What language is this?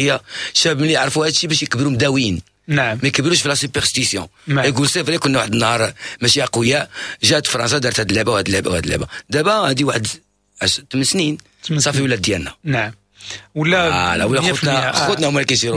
Moroccan Arabic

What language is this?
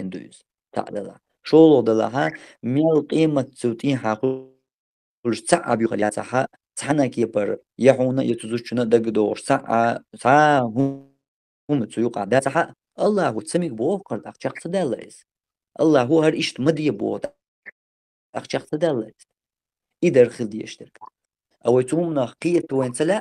Chechen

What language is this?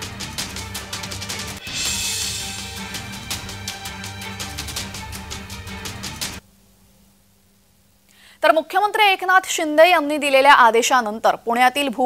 Marathi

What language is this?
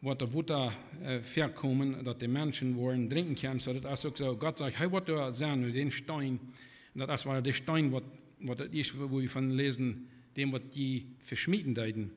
Plautdietsch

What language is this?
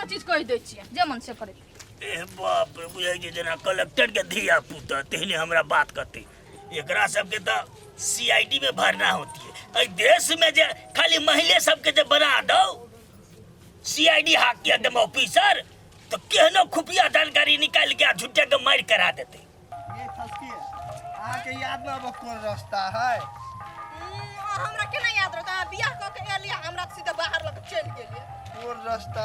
Maithili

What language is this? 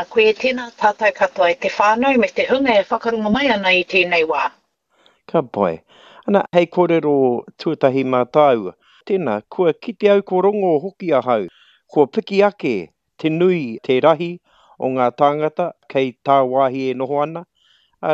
Māori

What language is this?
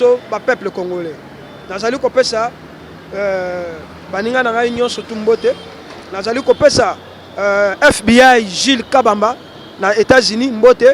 Lingala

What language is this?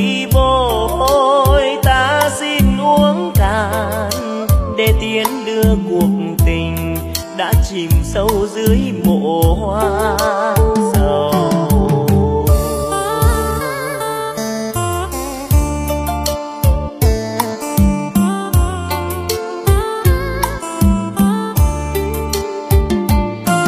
Vietnamese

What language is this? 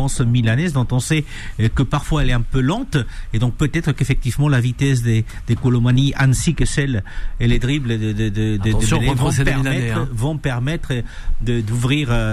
French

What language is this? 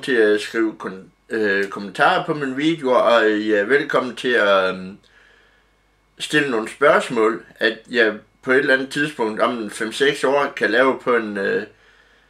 Danish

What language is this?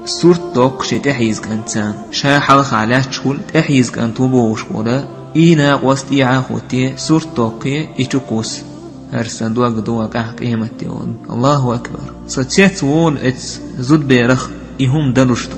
Chechen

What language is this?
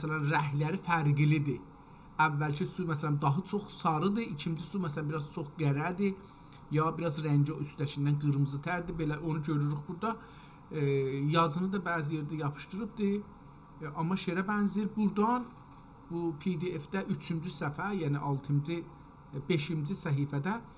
South Azerbaijani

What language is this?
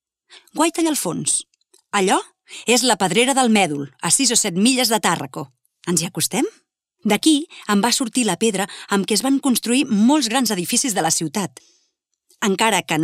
Catalan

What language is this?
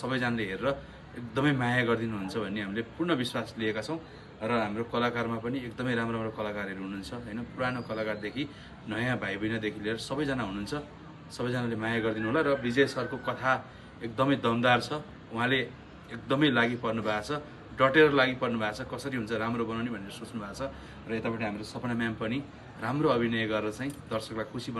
Nepali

